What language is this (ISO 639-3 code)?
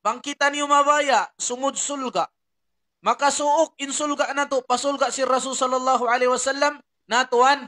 tsg